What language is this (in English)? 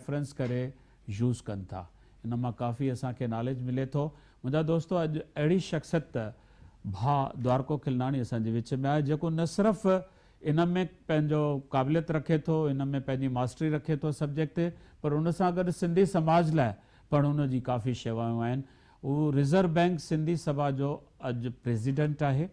Sindhi